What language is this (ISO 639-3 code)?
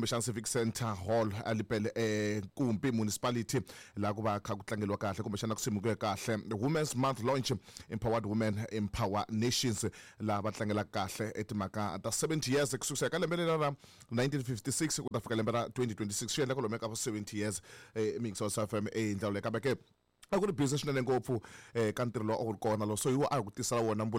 tso